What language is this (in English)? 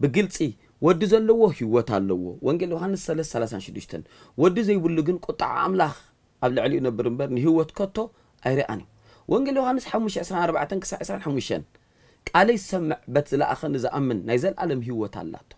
Tigrinya